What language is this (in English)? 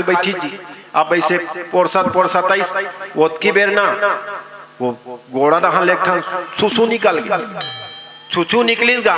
Chhattisgarhi